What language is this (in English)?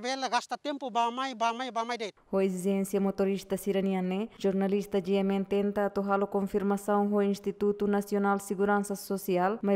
Tetum